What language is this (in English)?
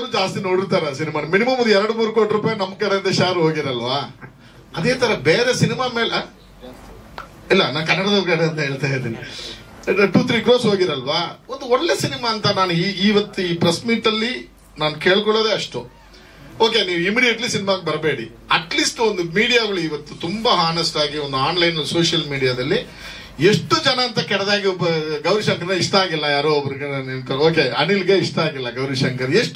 Kannada